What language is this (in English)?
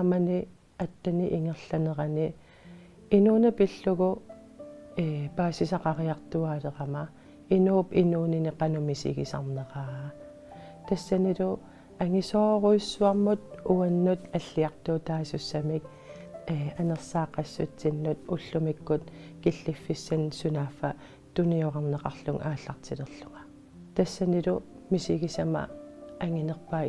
Kalaallisut